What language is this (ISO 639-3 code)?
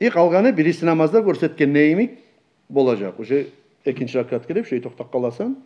kum